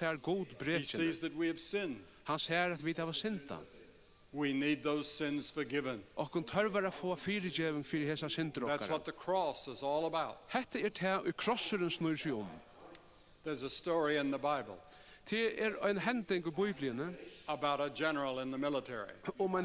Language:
Faroese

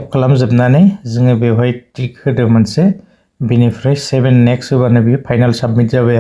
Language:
Bodo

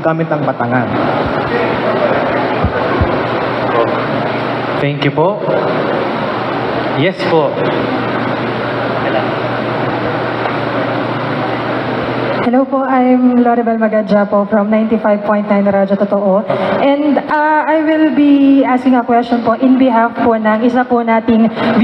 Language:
Filipino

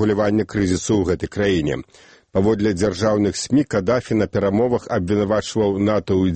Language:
Belarusian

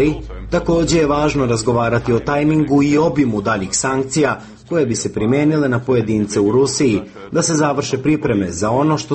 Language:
Serbian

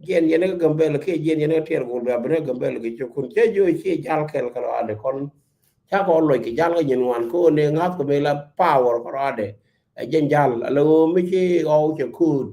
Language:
Nuer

